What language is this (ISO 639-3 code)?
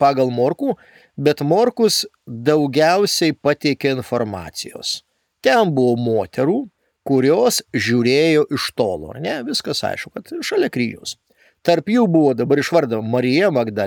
lit